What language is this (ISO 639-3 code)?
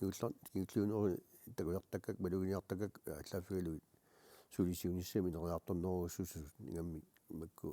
kal